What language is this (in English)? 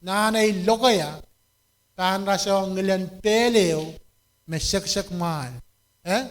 Pohnpeian